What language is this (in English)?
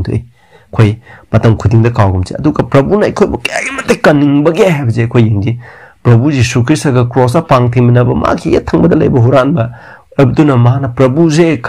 Manipuri